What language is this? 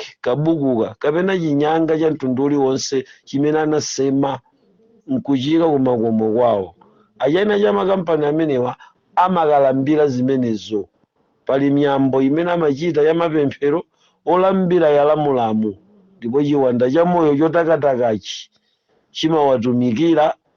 Nyanja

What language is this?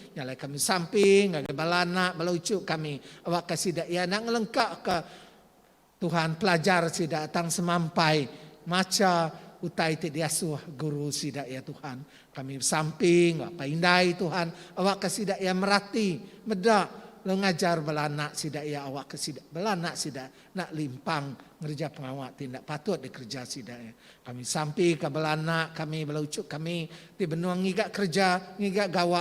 Iban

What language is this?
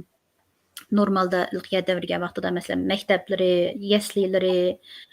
Uyghur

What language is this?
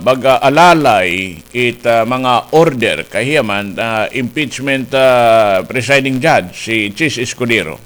Waray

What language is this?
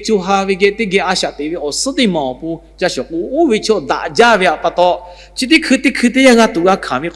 Lahu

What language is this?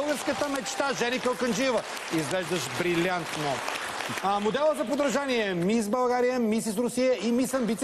Bulgarian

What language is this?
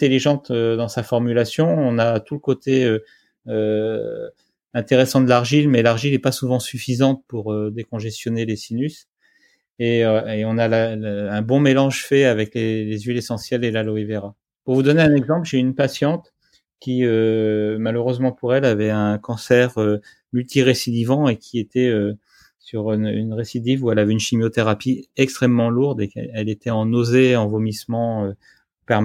French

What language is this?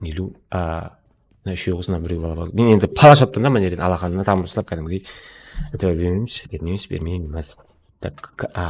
Kara-Kalpak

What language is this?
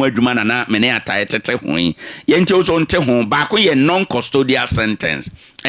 Akan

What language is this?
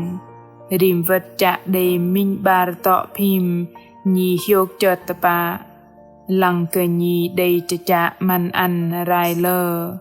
Bahnar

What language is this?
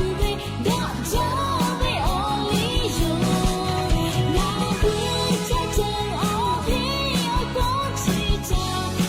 Lahu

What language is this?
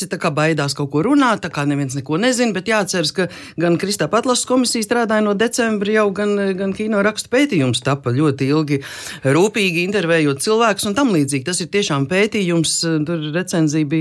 Latvian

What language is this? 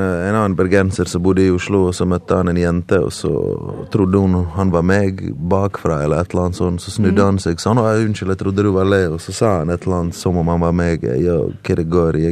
Norwegian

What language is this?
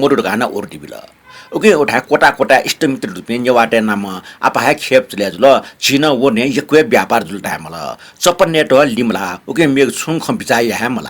Newari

